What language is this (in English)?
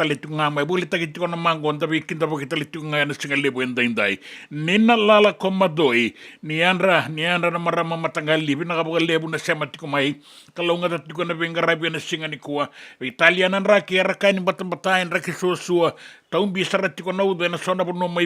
Fijian